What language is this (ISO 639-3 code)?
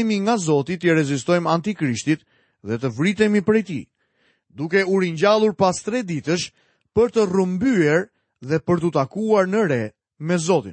sqi